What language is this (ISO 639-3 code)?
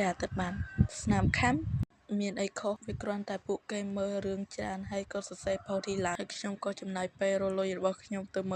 khm